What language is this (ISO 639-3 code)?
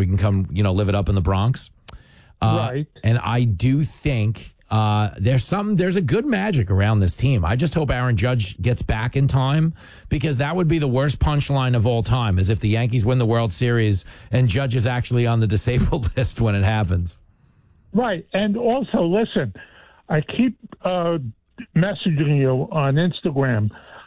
eng